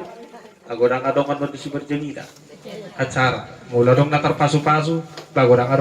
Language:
Batak Toba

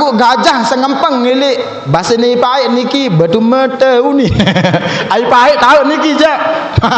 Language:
Sasak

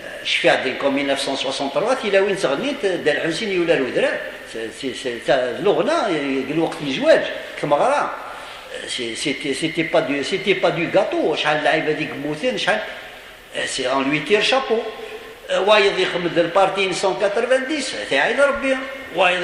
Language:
Kabyle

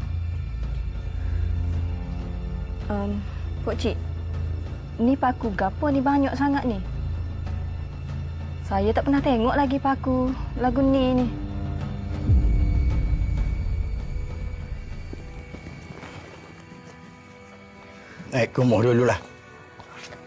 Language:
Malay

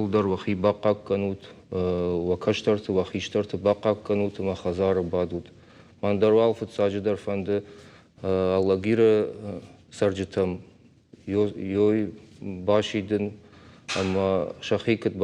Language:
Ossetic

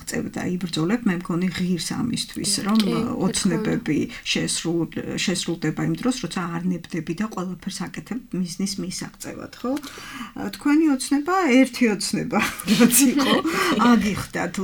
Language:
Georgian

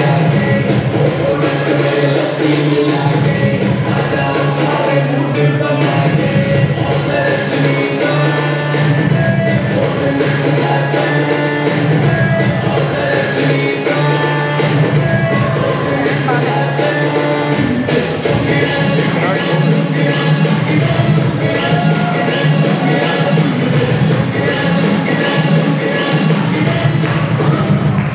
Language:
Hindi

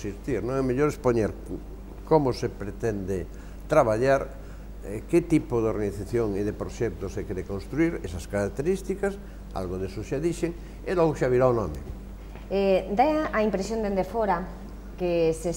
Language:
Galician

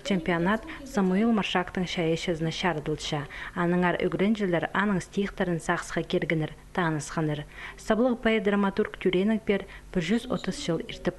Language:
Khakas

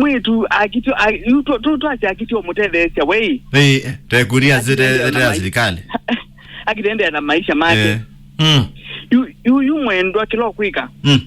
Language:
Kamba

